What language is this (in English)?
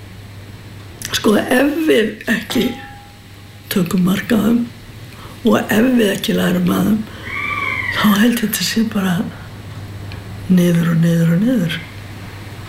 Icelandic